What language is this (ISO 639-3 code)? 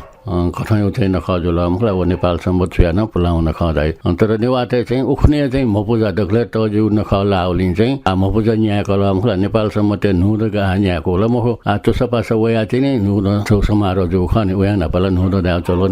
new